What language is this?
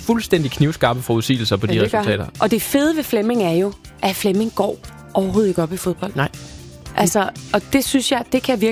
Danish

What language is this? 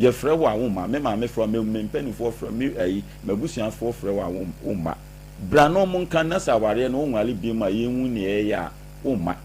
Akan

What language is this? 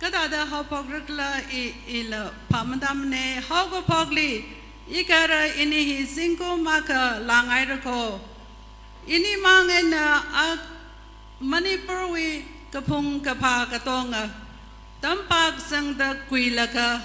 Tangkhul Naga (India)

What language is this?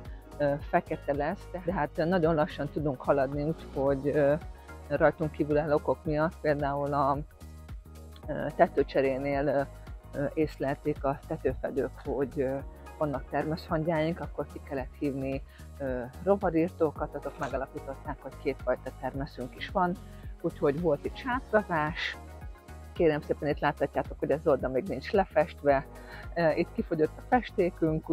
Hungarian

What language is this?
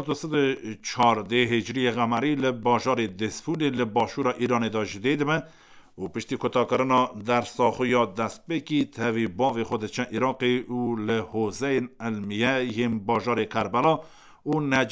Kurdish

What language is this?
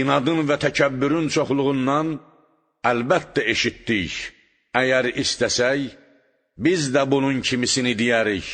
Azerbaijani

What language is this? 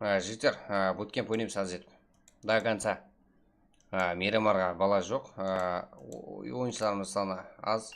Kara-Kalpak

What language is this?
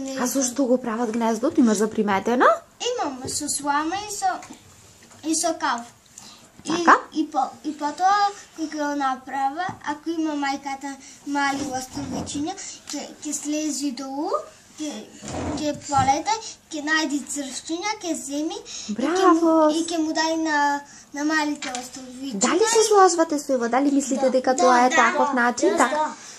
Macedonian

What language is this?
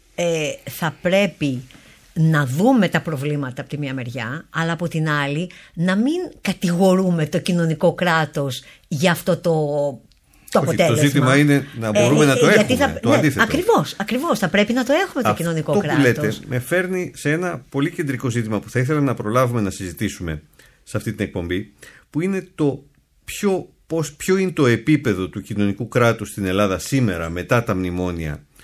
Greek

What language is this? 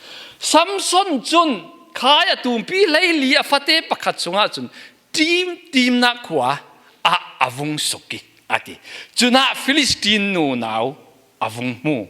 Falam Chin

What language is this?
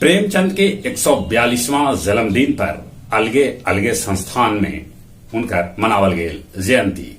Magahi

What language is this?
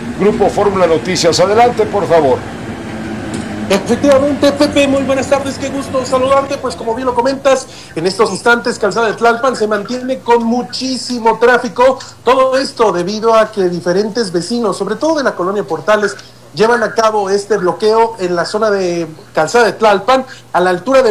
Spanish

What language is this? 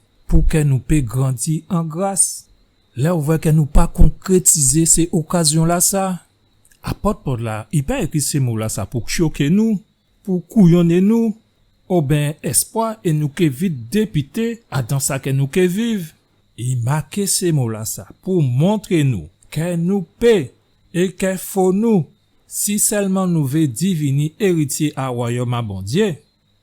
Guadeloupean Creole French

